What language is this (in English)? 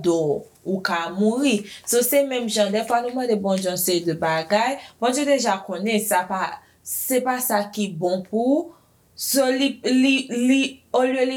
Haitian Creole